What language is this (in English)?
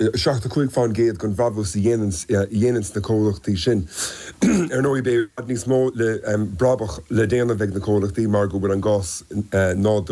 Irish